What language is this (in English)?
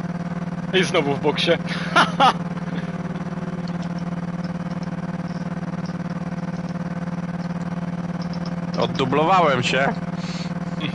Polish